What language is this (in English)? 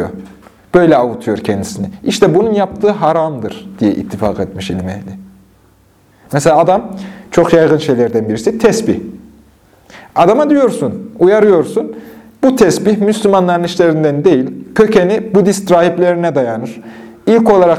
Turkish